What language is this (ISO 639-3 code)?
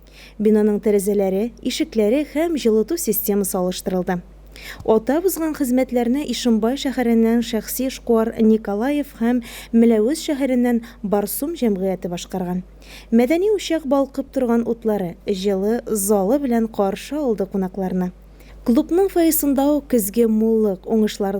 tat